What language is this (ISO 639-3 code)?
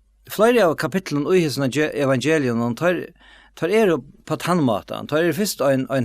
fao